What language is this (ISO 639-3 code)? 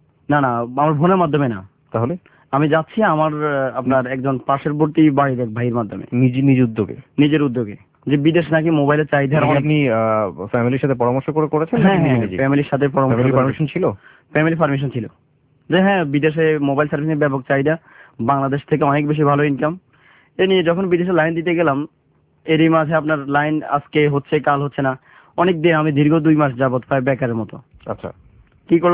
ben